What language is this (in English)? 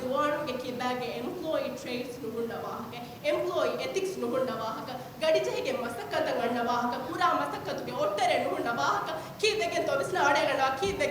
Divehi